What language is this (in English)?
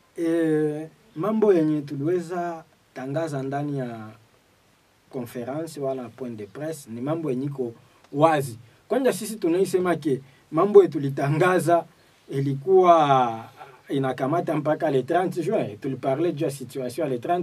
Swahili